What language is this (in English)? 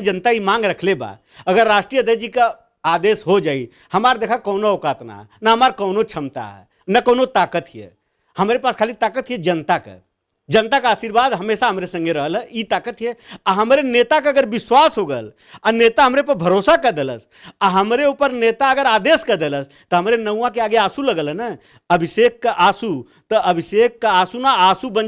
Bhojpuri